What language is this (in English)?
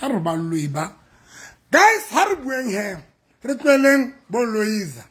Southern Sotho